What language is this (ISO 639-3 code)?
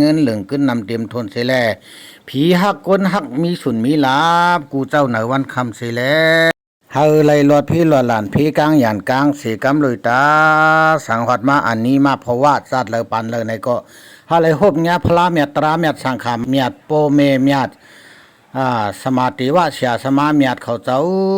shn